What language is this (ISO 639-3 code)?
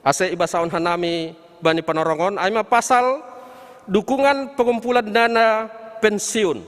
bts